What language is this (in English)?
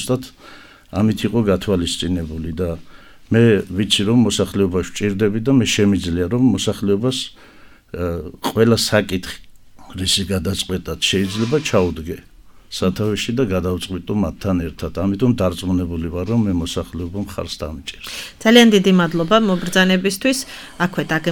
Georgian